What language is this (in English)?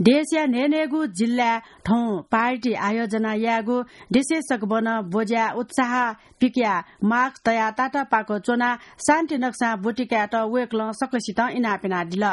Newari